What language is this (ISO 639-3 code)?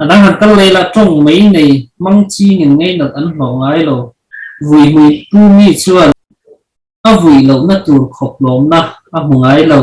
lus